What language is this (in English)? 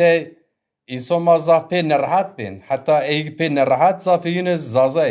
Zaza